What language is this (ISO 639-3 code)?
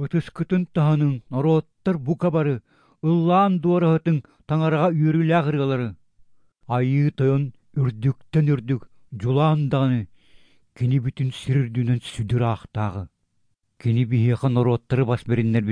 sah